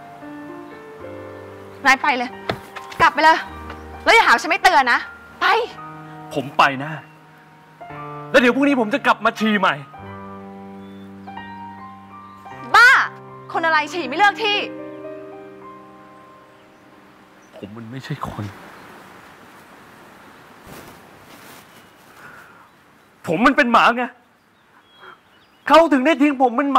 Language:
Thai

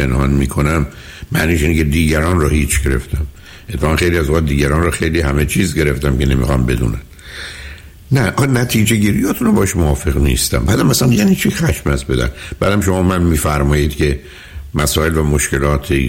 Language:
Persian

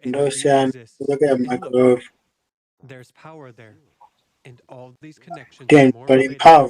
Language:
Nyanja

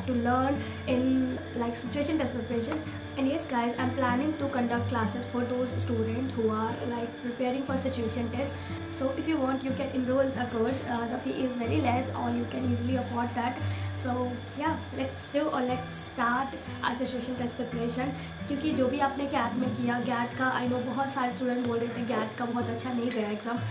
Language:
Hindi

